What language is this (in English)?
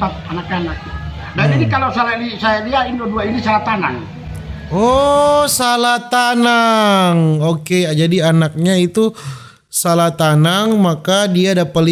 Manado Malay